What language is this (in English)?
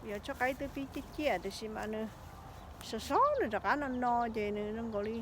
Hmong